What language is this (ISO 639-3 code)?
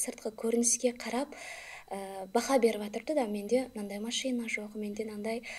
kaa